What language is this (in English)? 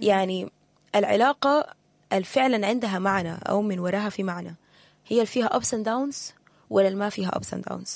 Sudanese Arabic